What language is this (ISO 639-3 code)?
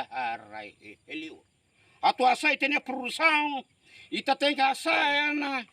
tet